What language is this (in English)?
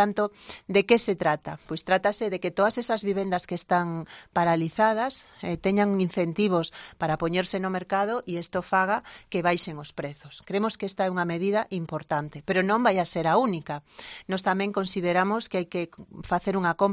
Galician